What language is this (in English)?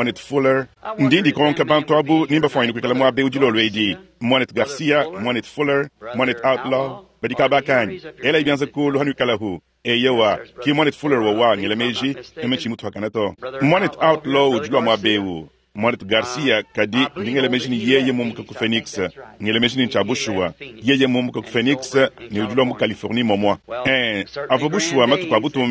Luba-Lulua